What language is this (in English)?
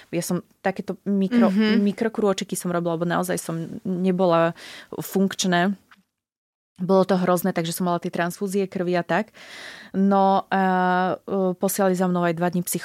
Slovak